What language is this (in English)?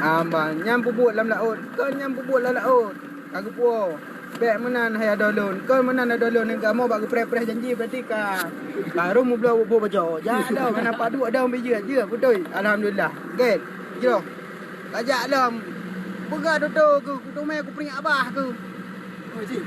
Achinese